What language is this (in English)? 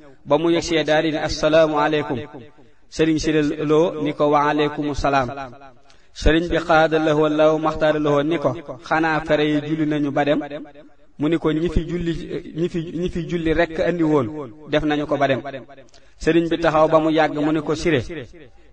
Wolof